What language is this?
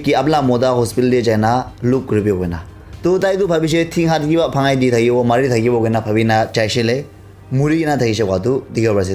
Naga Pidgin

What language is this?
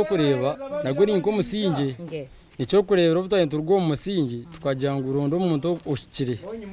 Nyankole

